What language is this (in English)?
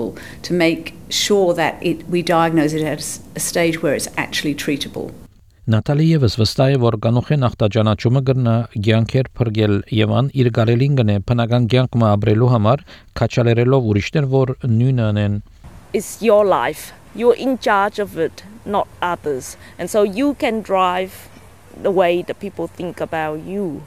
Armenian